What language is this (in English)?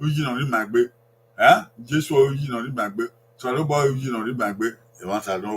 Bini